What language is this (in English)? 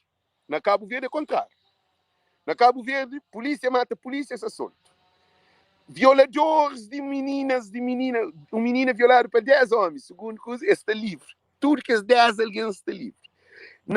Kabuverdianu